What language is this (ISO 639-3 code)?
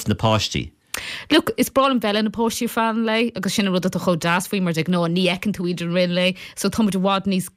gle